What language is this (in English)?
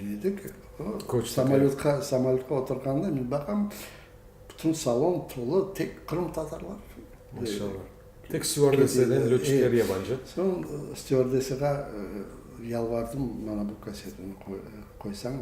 Crimean Tatar